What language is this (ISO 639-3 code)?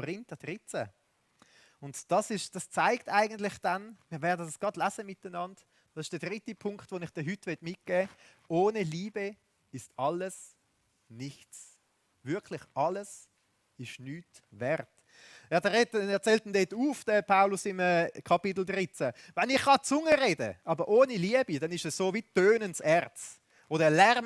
gsw